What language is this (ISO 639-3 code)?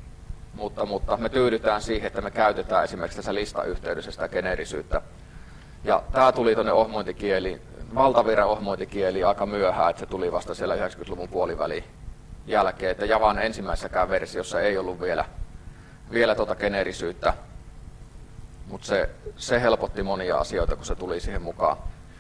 fin